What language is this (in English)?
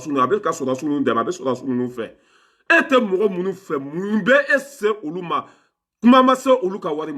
Bambara